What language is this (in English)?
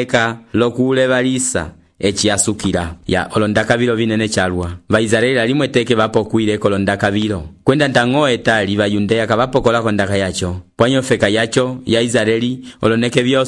Umbundu